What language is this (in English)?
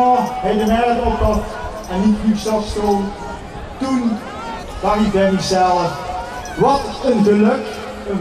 Limburgish